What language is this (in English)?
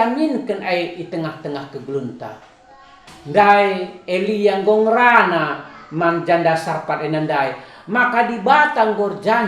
Batak Karo